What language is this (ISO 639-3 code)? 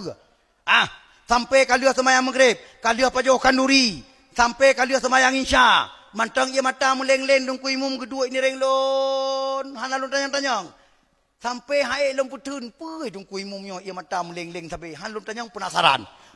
ace